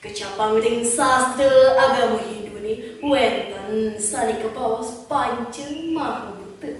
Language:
Balinese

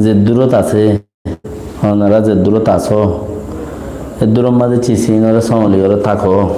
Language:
Rohingya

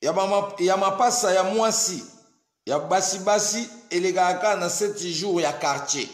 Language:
Lingala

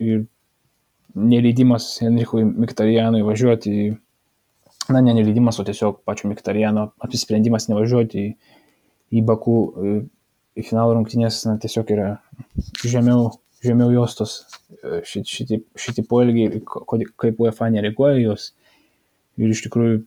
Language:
Lithuanian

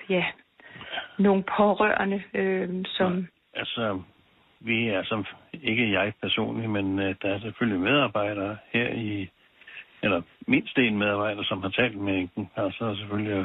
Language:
Danish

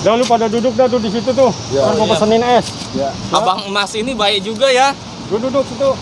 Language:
Betawi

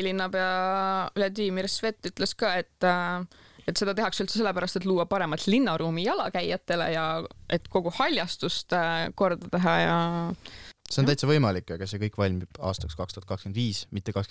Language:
Estonian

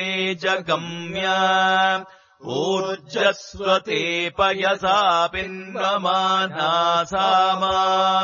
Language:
Sanskrit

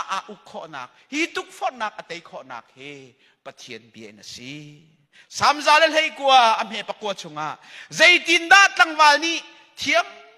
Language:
Hakha Chin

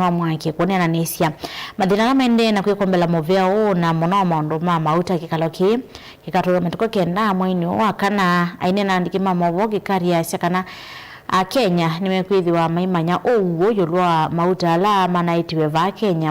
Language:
Kamba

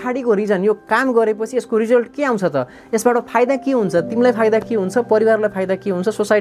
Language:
Nepali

